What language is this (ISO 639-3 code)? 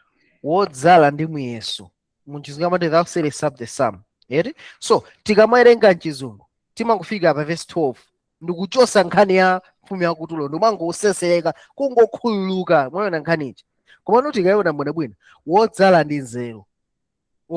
nya